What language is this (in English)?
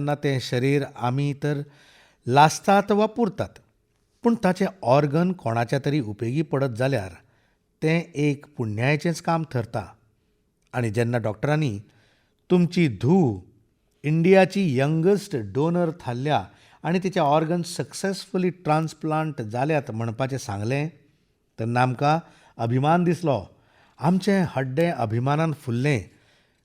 Konkani